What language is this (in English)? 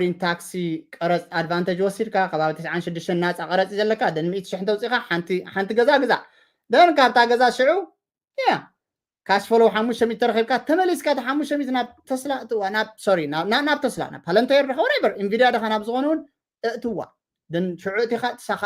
Tigrinya